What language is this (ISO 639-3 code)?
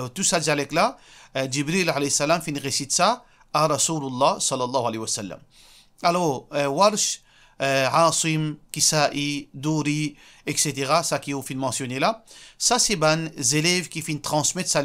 mfe